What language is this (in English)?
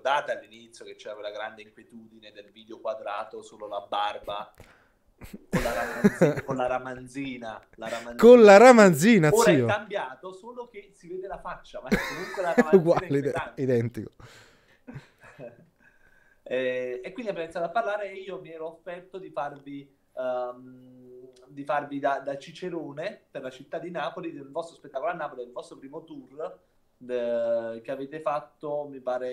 Italian